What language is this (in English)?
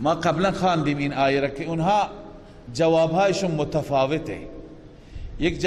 Persian